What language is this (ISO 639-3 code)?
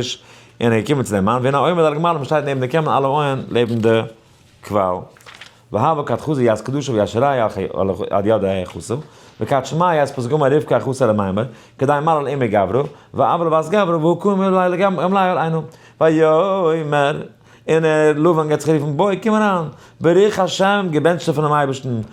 yid